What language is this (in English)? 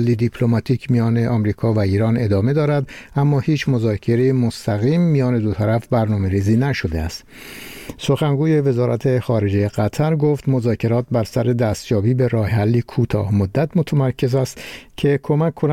Persian